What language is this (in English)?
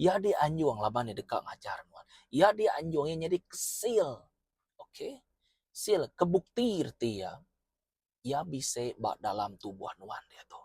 Iban